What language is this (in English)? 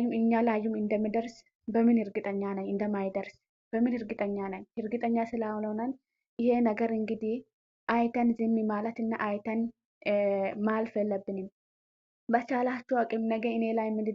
Amharic